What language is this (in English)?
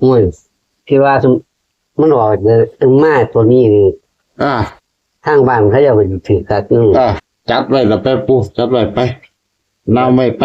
Northeastern Thai